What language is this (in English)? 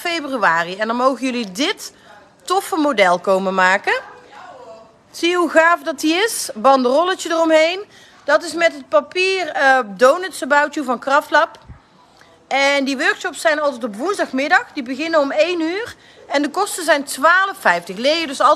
Dutch